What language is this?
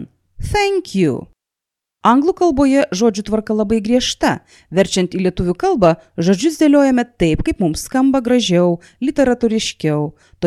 Lithuanian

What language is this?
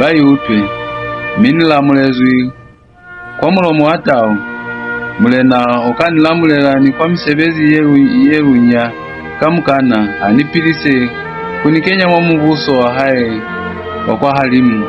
Lozi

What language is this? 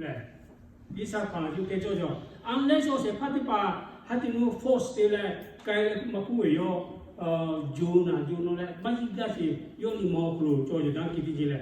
Lahu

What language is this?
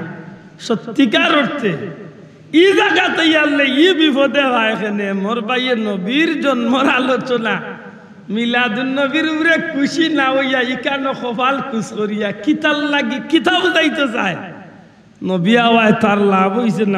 Sylheti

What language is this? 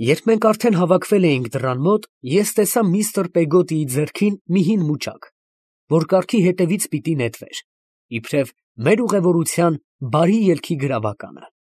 Armenian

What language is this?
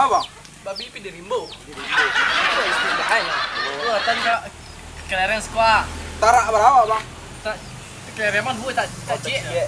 Minangkabau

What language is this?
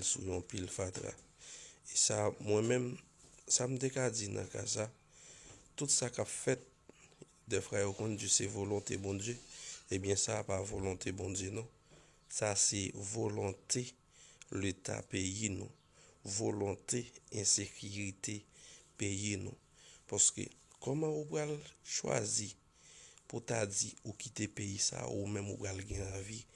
Haitian Creole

